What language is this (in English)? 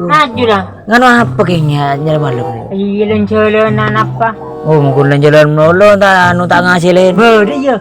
Madurese